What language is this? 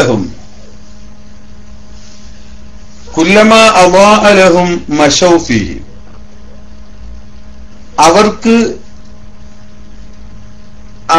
Malayalam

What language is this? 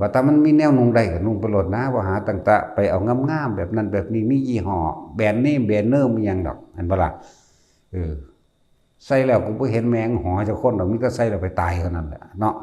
Northeastern Thai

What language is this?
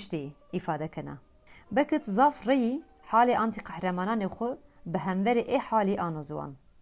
Kurdish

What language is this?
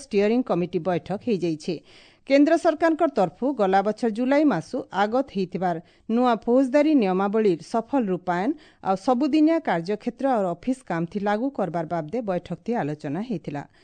Odia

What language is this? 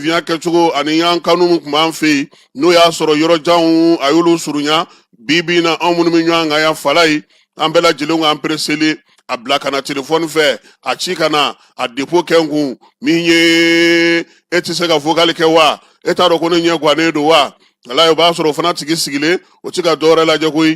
Bambara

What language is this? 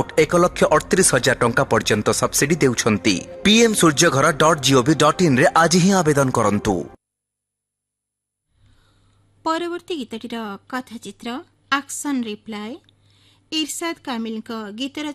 Odia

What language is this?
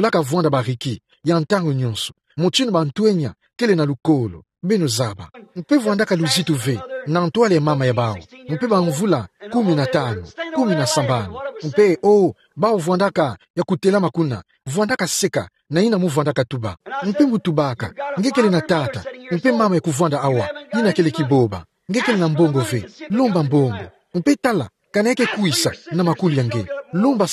Kituba (Democratic Republic of Congo)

